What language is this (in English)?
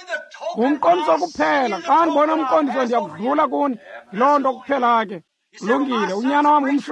Xhosa